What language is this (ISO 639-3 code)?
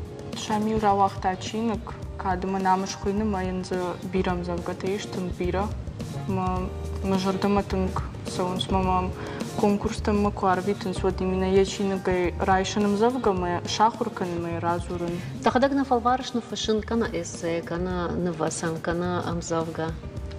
oss